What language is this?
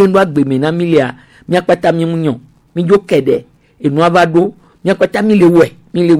Gen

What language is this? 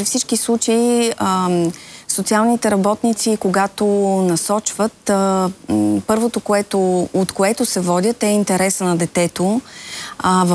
Bulgarian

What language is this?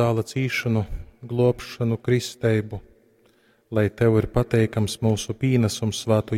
Latgalian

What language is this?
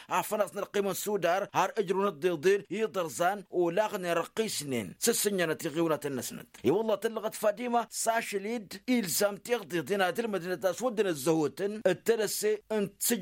Tamasheq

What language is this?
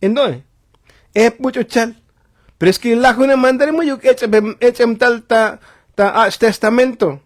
Tzotzil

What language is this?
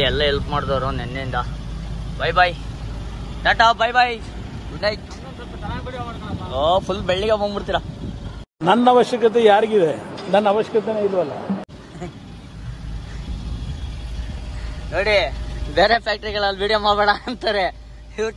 Kannada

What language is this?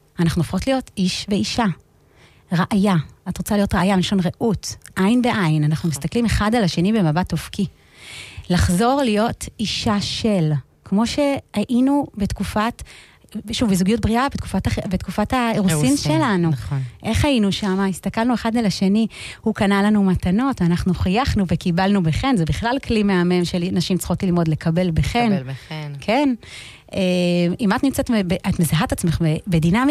Hebrew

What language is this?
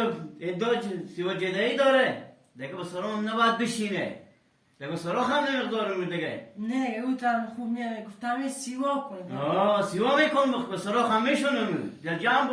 Persian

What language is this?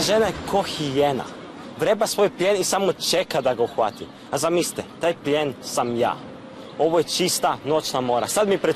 Croatian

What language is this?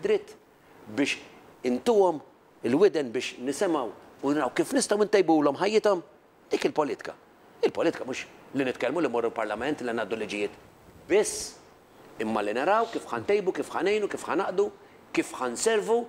Maltese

